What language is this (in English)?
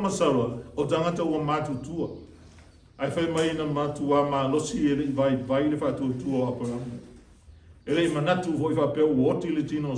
Samoan